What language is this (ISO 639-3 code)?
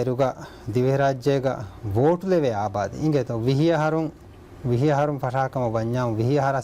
div